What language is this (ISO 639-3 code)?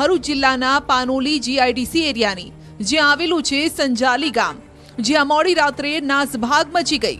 guj